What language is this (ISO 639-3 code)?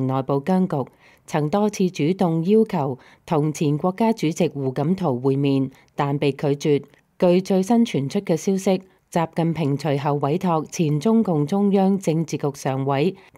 yue